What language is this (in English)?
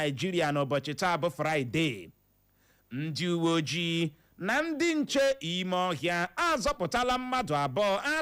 Igbo